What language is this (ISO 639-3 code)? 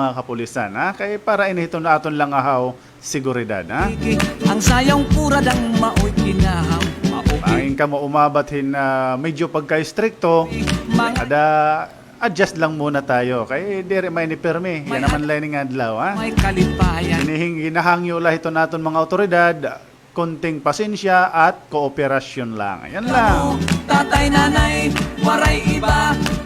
war